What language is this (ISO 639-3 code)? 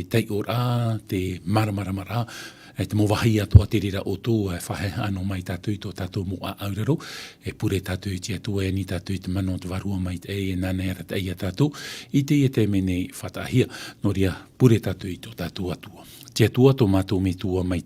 tah